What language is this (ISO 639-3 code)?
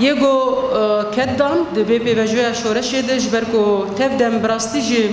kur